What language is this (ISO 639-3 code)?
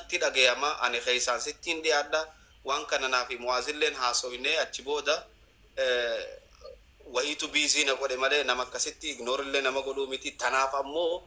orm